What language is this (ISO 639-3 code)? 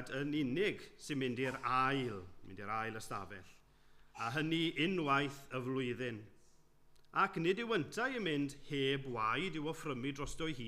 cym